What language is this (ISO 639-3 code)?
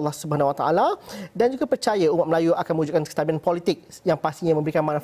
msa